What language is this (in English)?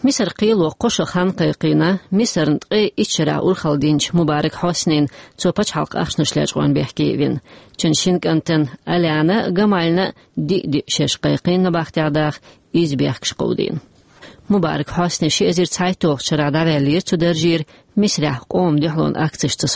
Chechen